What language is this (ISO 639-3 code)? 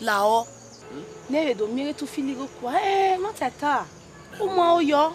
bin